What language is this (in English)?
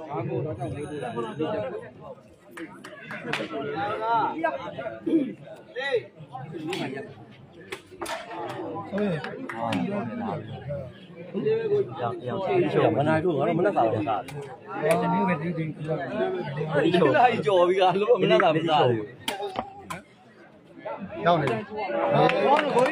Burmese